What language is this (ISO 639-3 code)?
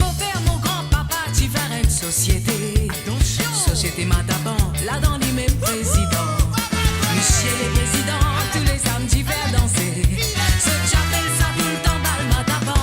mfe